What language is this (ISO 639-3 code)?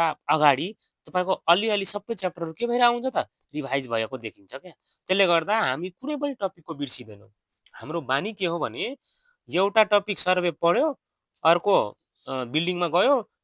nep